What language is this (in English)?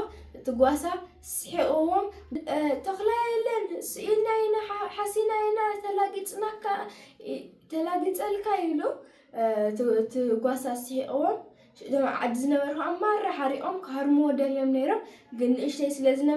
Tigrinya